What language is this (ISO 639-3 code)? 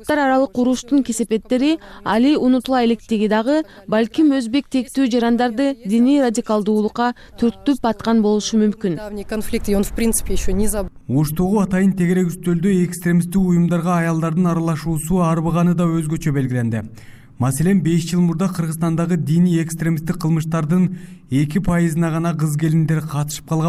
kir